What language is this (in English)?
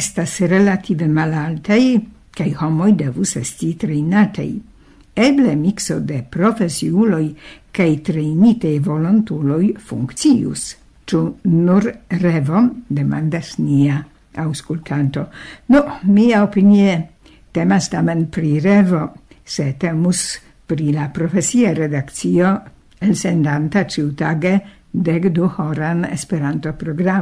Esperanto